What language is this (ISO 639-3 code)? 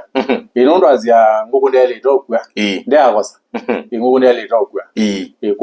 kam